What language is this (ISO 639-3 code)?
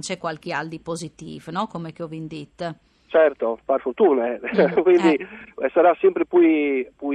fur